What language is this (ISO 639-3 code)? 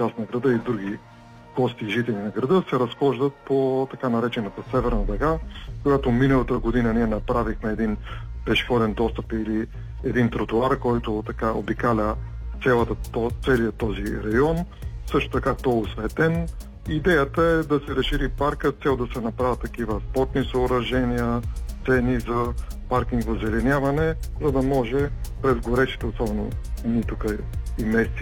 bul